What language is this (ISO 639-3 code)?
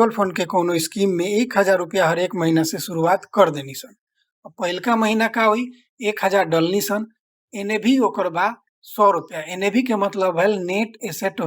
bho